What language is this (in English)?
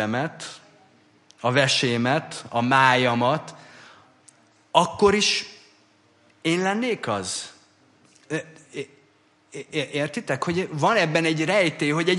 Hungarian